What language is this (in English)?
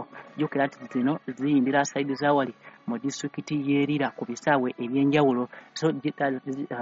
Ganda